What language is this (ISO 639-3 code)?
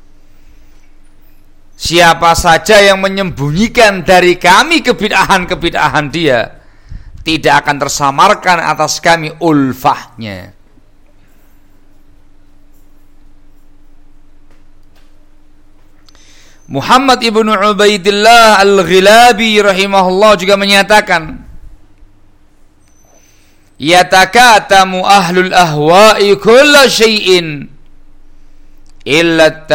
ind